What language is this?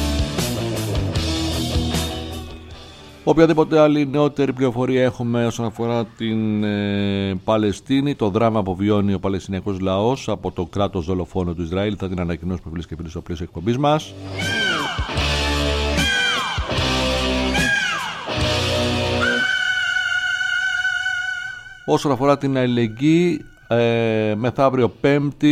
Greek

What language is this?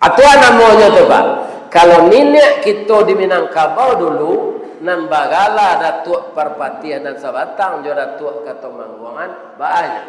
Minangkabau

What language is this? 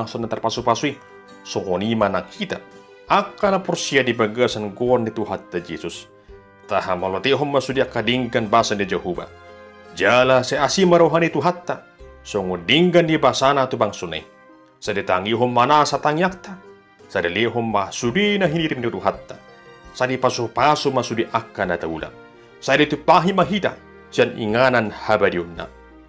Batak Toba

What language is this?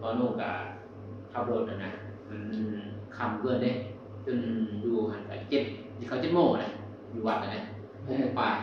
Northeastern Thai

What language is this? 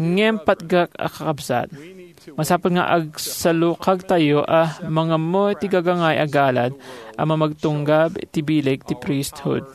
Iloko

